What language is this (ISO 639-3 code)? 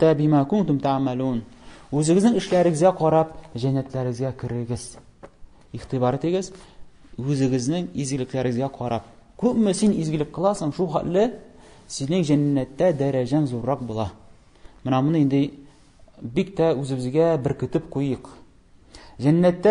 tat